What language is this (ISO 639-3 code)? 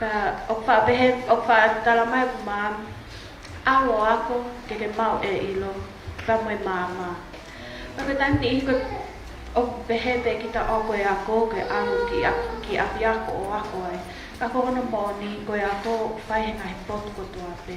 ton